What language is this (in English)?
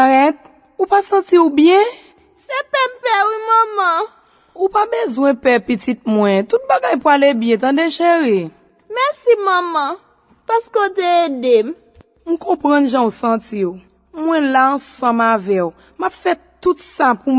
Haitian Creole